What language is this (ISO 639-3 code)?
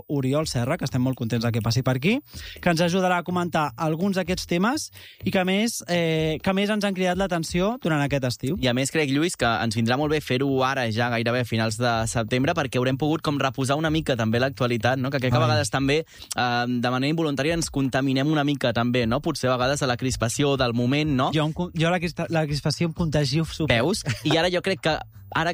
cat